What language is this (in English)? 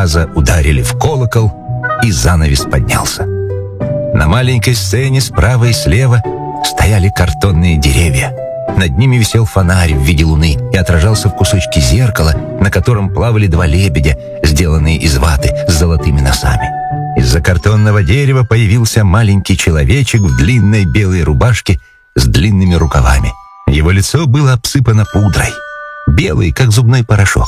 Russian